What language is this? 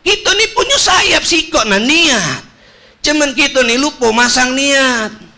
Musi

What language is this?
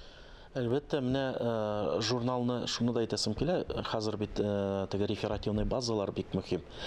Tatar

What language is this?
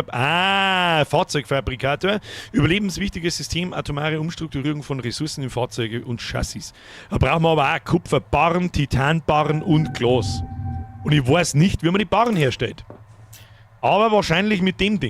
Bavarian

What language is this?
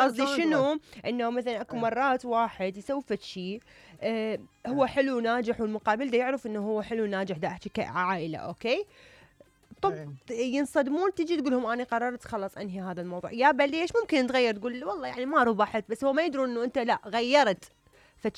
Mesopotamian Arabic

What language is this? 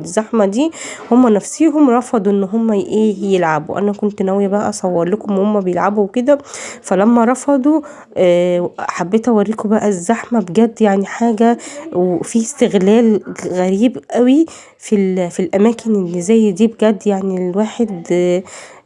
Egyptian Arabic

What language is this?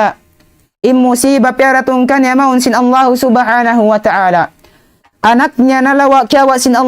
Tausug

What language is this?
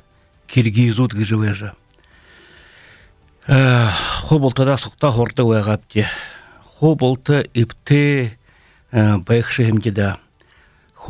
Buriat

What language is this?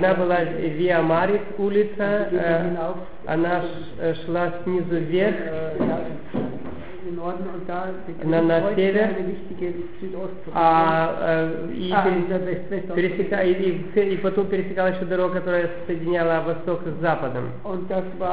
Russian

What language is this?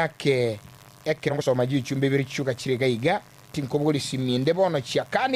Gusii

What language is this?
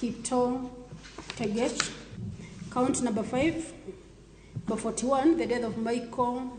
Luo (Kenya and Tanzania)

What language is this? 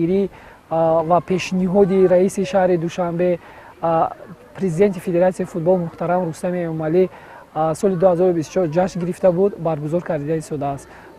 Tajik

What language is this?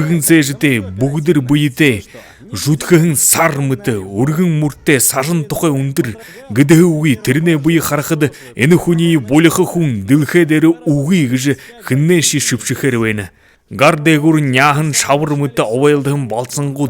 Buriat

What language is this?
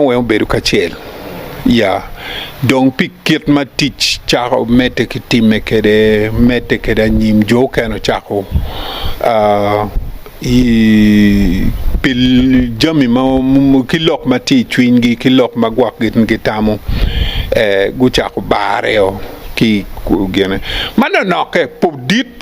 Acoli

